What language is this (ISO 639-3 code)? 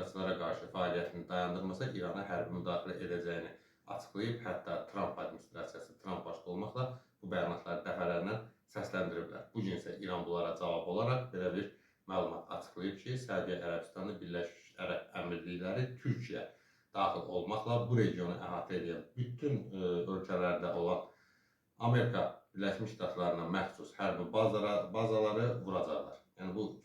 aze